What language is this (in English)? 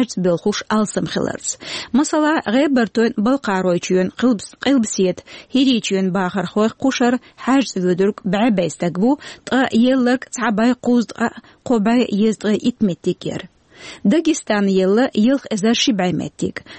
Chechen